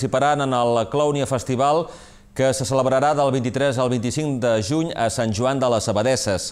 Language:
Catalan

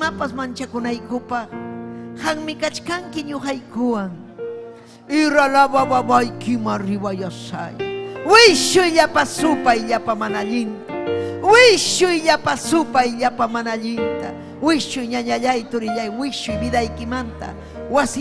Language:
Ayacucho Quechua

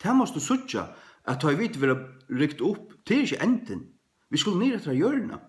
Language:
Faroese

